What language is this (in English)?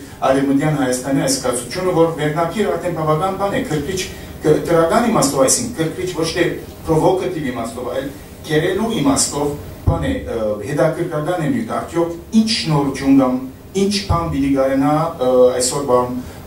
Western Armenian